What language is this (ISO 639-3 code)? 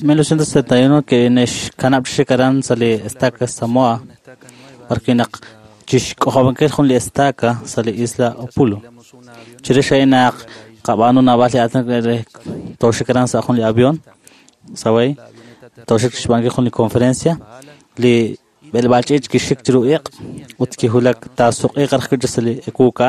kek